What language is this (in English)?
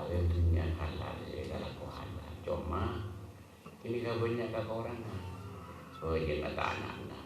Madurese